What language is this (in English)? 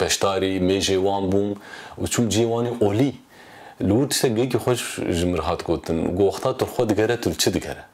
Kurdish